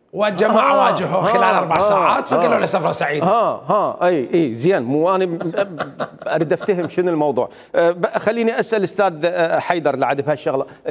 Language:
Mesopotamian Arabic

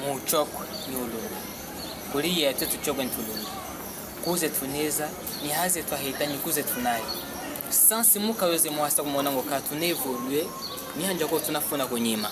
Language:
Chokwe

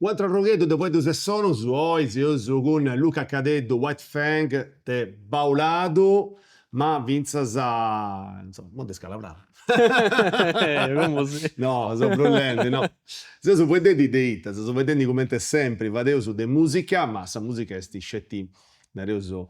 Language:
Sardinian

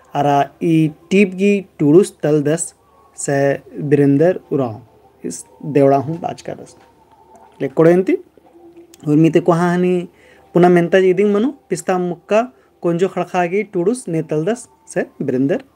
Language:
Kurukh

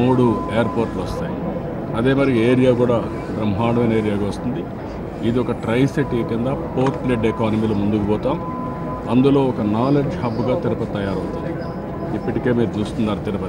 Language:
Telugu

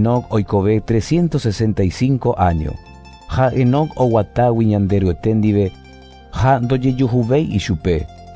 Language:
Guarani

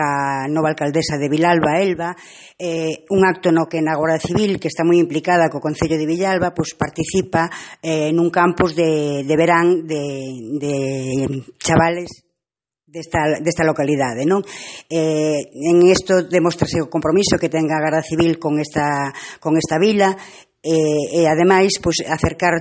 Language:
Galician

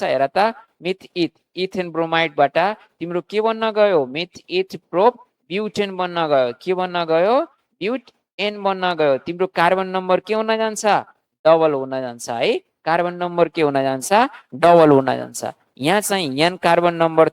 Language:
Nepali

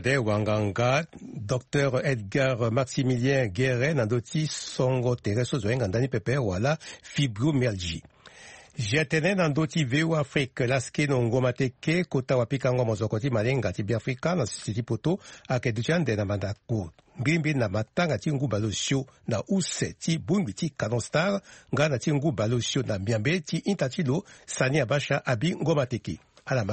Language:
Sango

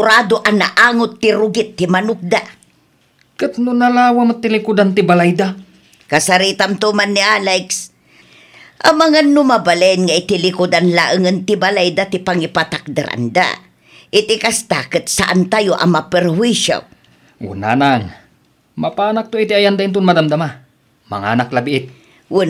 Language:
Iloko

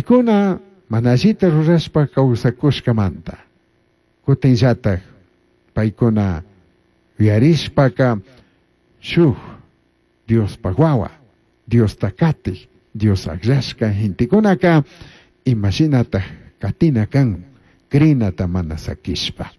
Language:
Chimborazo Highland Quichua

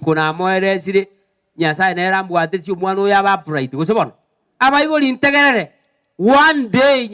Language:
Gusii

